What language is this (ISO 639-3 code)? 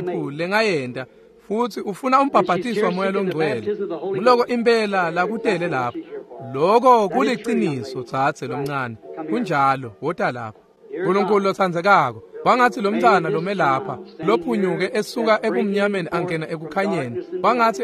ssw